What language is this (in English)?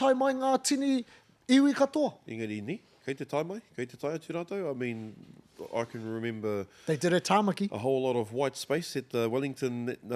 Māori